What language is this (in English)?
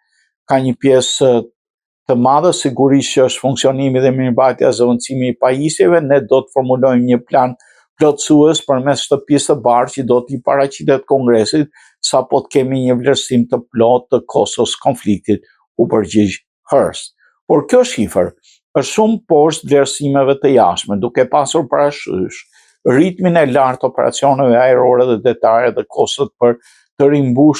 Albanian